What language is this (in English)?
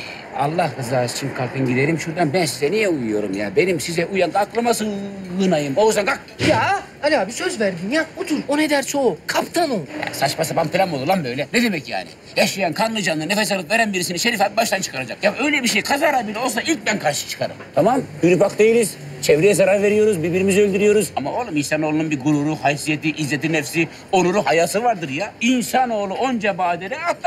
Turkish